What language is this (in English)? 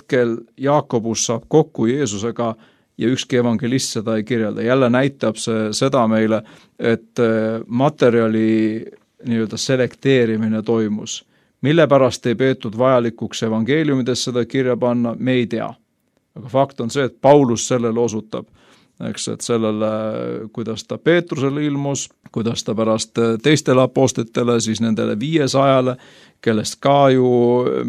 Estonian